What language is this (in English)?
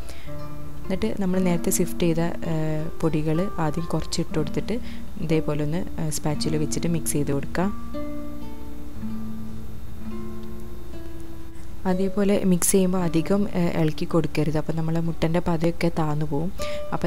Malayalam